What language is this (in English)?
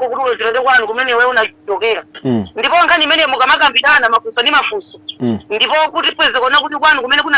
Nyanja